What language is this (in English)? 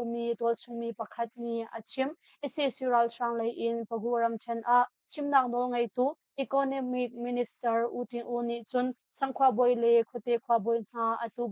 Hakha Chin